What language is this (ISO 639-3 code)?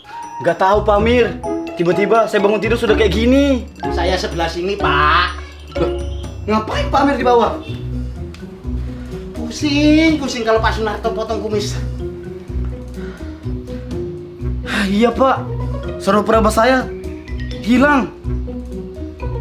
ind